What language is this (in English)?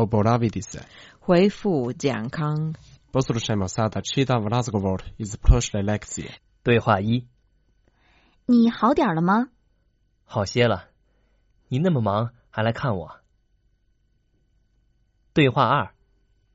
Croatian